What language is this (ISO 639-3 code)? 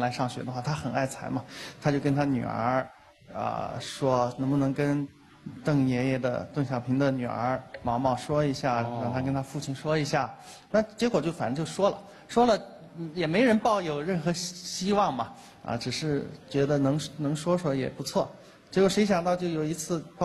zho